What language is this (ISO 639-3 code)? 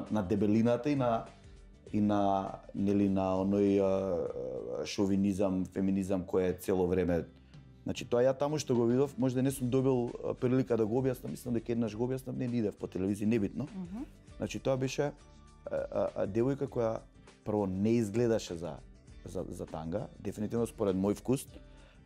mkd